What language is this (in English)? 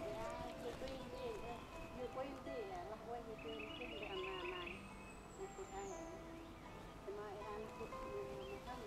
Central Mnong